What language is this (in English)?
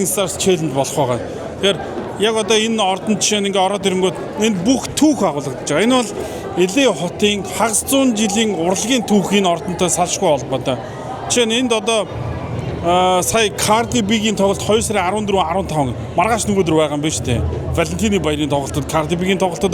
Mongolian